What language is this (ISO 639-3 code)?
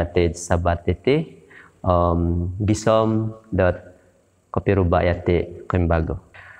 dtp